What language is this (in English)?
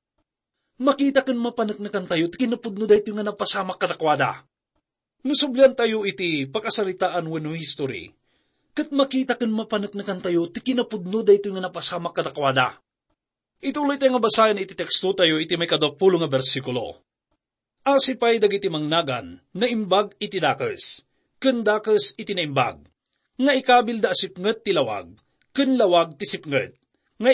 Iloko